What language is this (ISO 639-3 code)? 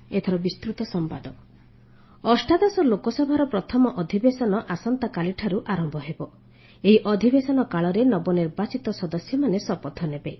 ori